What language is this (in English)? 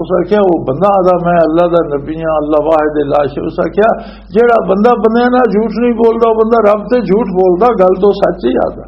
Western Panjabi